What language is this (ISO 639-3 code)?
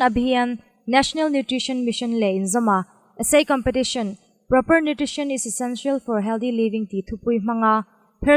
hmr